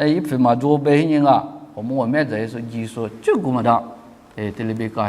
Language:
Lisu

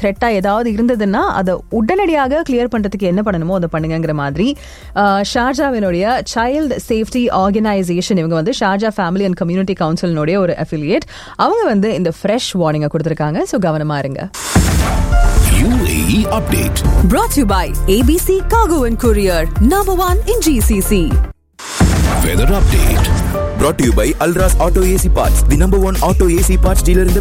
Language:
Tamil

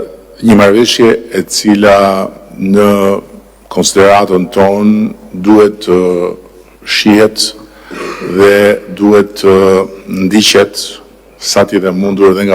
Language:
Albanian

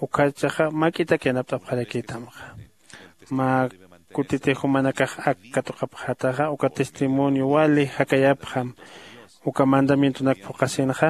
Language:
Aymara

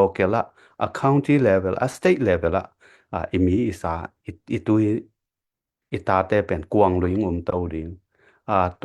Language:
Tedim Chin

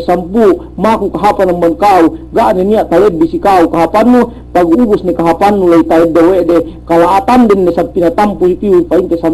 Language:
Yakan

